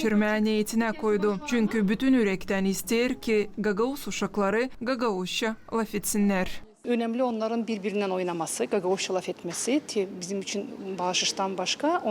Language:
Gagauz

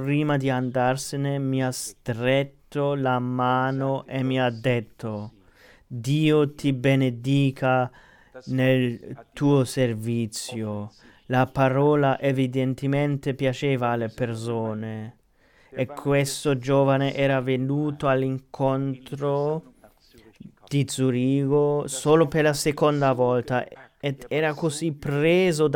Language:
Italian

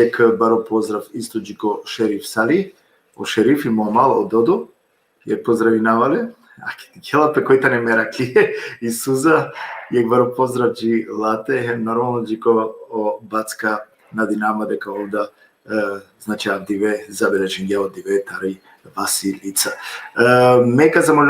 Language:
Balkan Romani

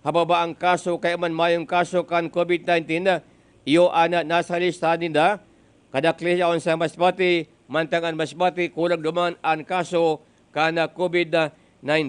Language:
Bikol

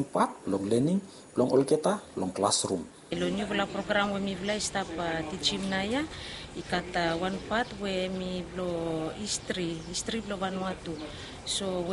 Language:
Bislama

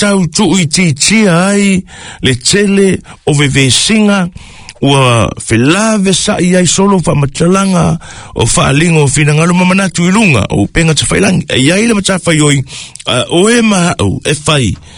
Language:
Samoan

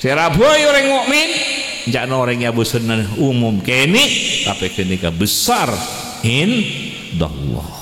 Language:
Madurese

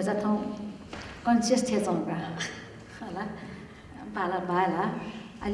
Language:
Newari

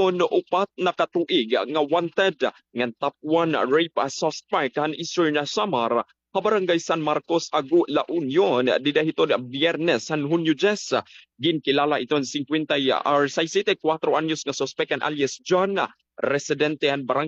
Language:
Waray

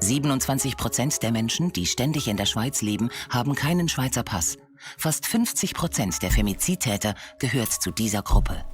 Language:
Swiss German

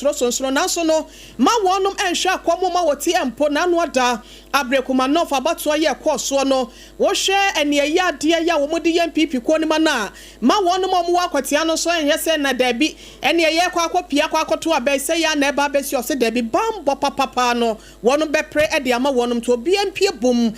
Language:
Akan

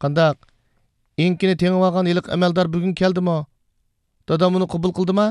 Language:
Uyghur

